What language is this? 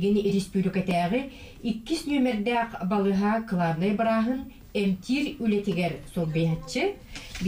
Yakut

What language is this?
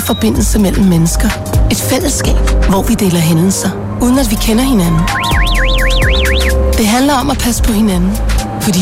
Danish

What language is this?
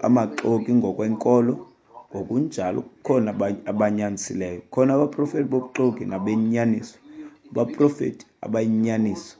Xhosa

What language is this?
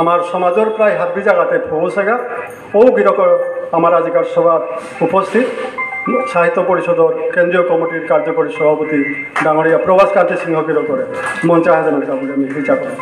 Bishnupriya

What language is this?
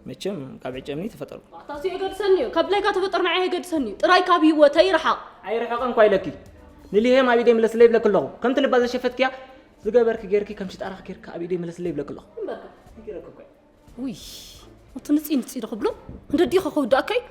Tigrinya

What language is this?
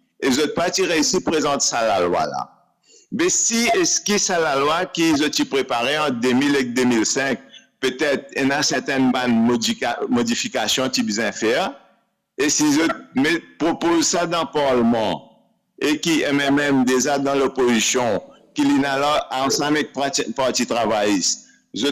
Morisyen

